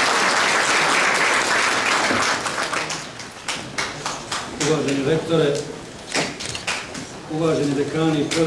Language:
Bosnian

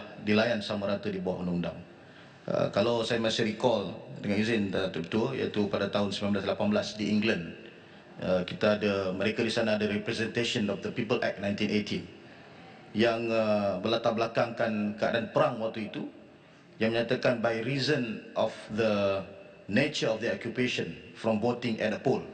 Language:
Malay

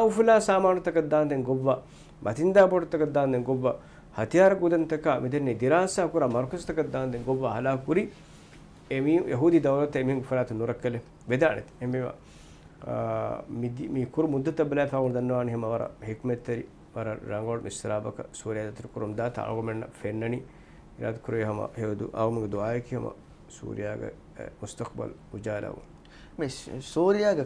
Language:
Divehi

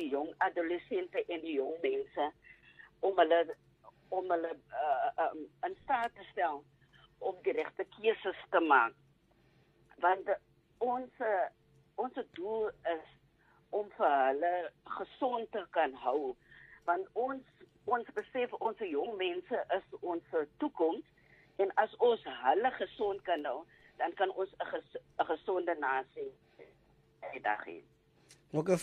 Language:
Afrikaans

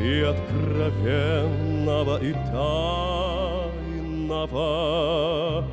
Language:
Ossetic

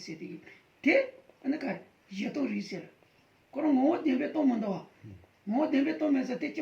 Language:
Tibetan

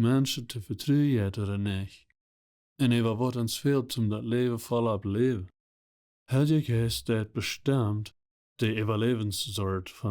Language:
Plautdietsch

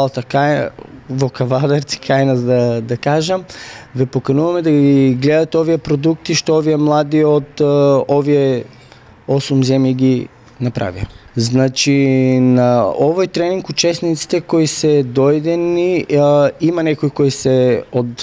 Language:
Macedonian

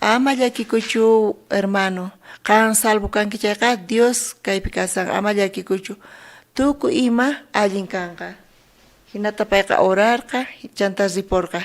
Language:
South Bolivian Quechua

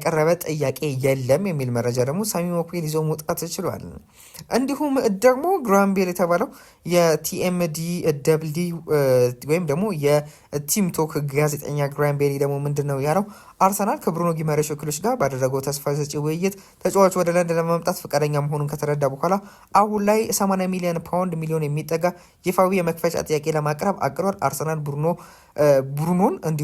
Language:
Amharic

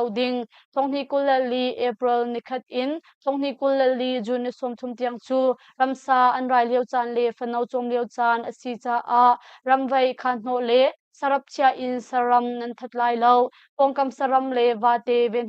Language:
Hakha Chin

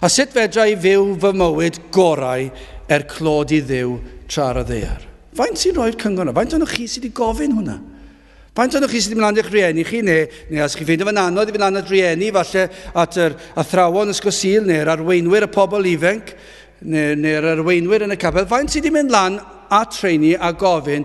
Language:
Welsh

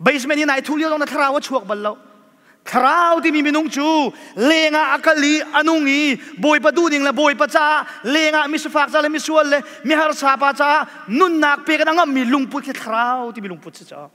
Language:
Hakha Chin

